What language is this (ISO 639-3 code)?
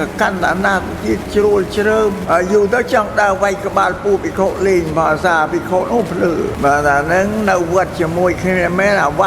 khm